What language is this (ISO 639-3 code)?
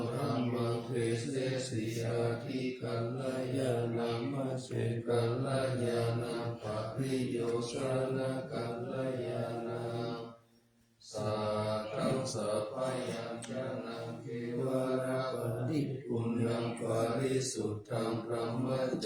pli